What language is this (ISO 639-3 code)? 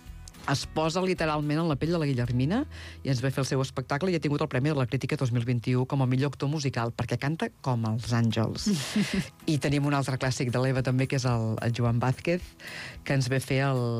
cat